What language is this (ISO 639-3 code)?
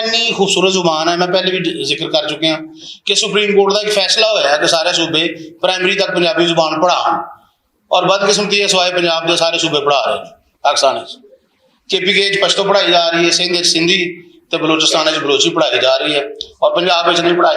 lah